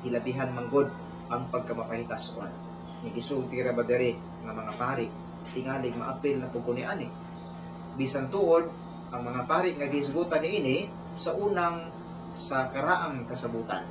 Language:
Cebuano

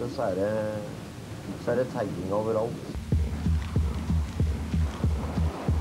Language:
Norwegian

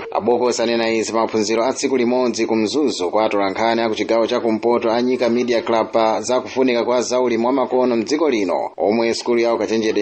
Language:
Nyanja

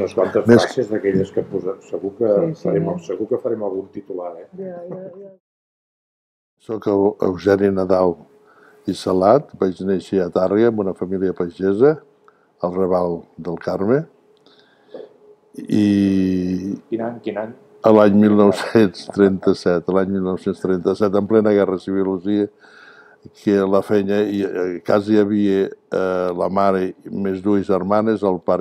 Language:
Catalan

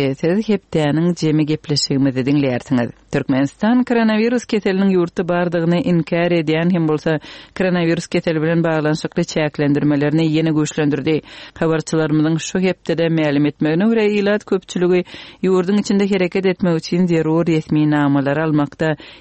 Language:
Turkmen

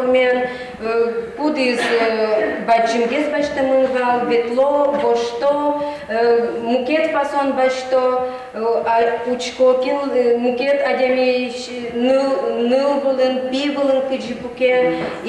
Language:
Udmurt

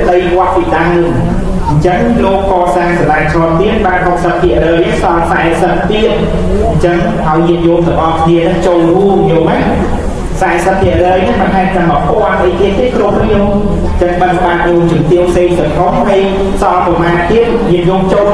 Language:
Khmer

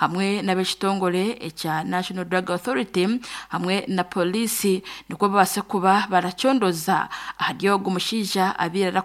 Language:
Nyankole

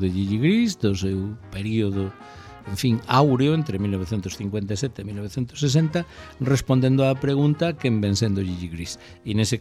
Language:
Galician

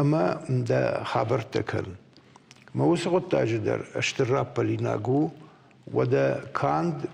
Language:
Ossetic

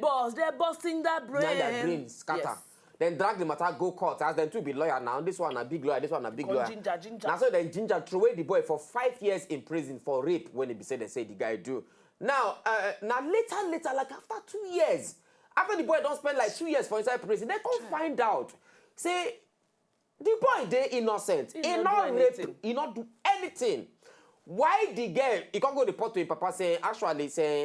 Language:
Nigerian Pidgin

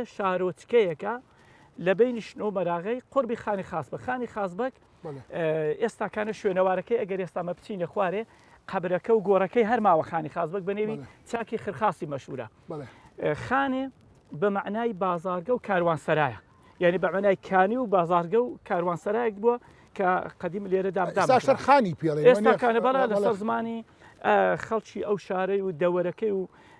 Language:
Central Kurdish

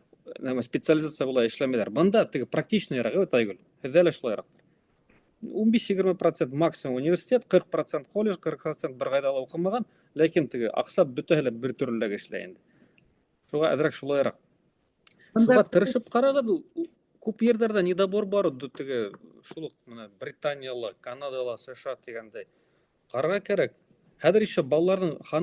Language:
Bashkir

